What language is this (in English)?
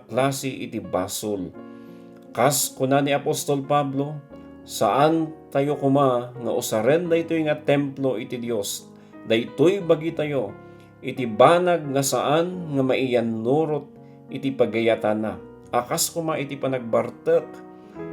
Iloko